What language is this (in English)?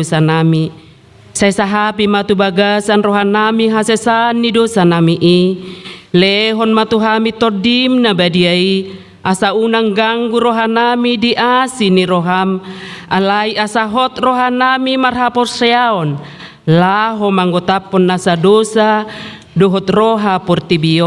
Batak Toba